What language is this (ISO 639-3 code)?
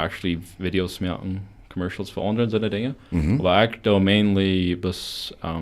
pdt